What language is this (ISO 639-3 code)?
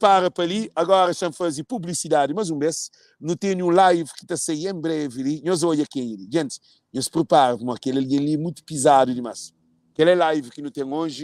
kea